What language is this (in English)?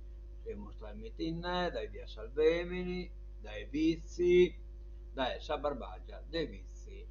Sardinian